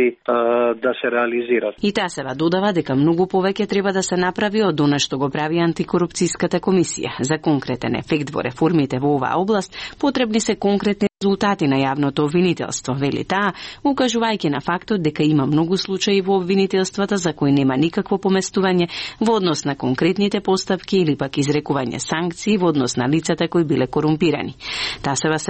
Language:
Macedonian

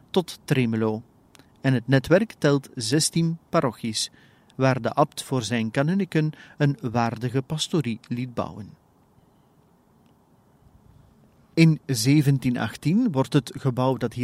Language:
Dutch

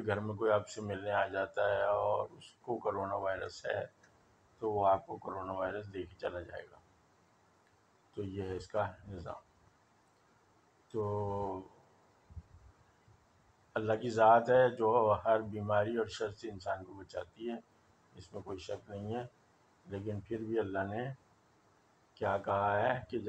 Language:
Urdu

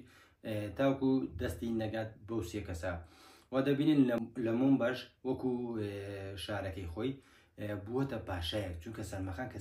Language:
Central Kurdish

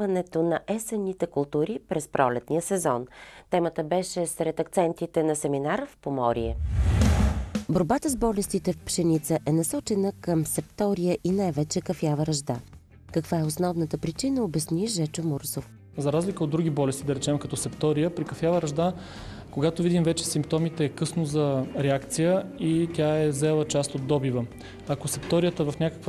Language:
Bulgarian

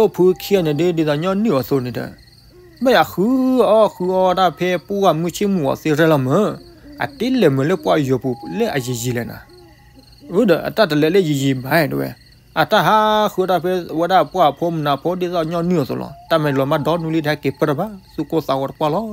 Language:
S'gaw Karen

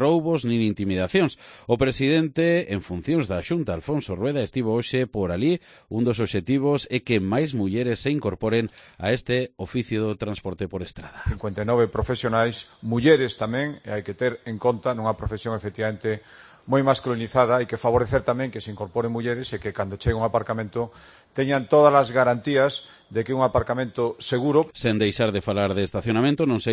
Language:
Galician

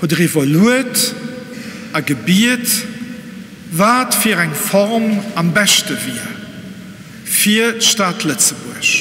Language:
Luxembourgish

